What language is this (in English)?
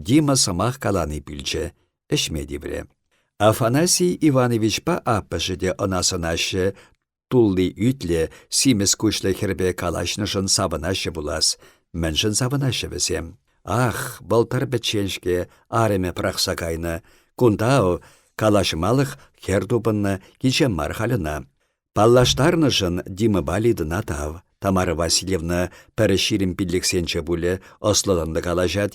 Chuvash